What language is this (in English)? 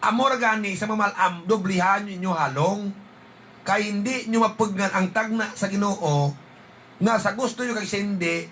Hiligaynon